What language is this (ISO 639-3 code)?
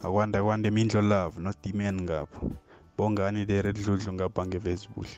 nbl